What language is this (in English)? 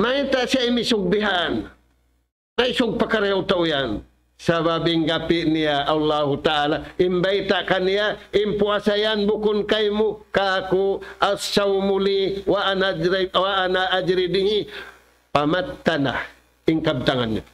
Tausug